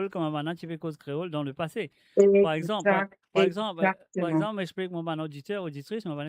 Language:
Morisyen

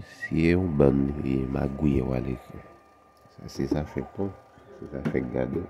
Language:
Haitian Creole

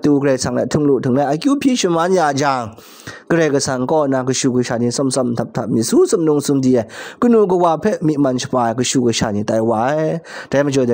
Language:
Kachin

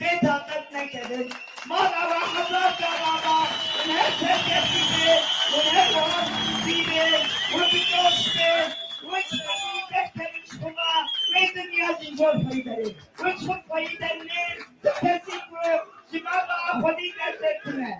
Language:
Kurdish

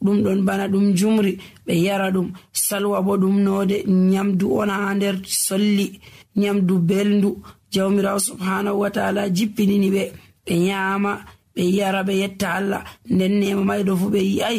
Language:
Nigerian Fulfulde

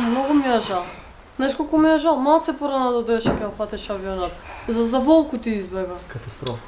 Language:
Macedonian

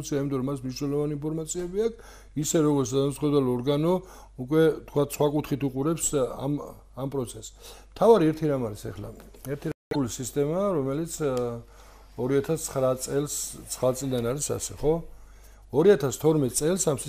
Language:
Georgian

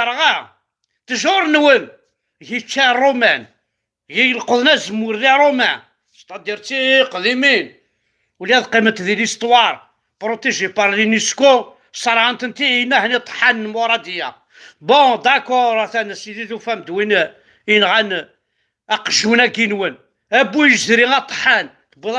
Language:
Kabyle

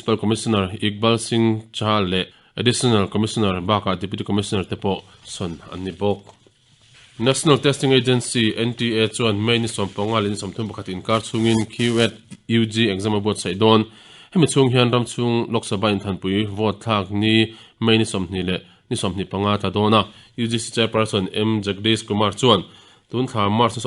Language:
Mizo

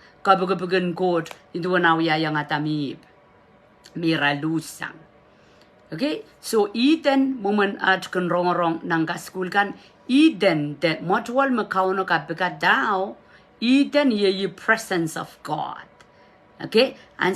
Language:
Pohnpeian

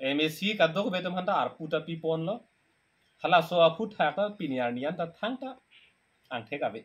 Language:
Karbi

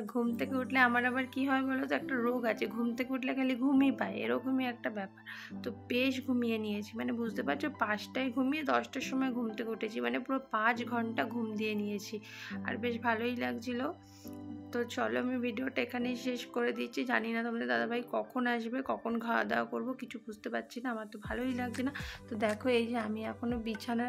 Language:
Bangla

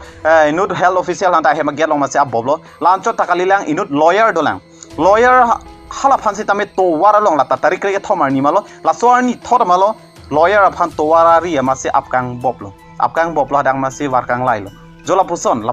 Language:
Karbi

